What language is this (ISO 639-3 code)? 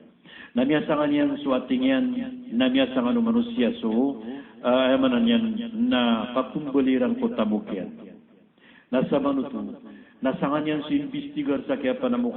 mrw